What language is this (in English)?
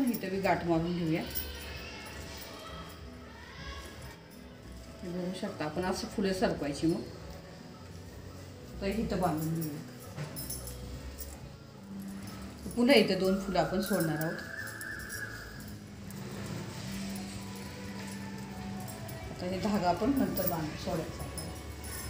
Marathi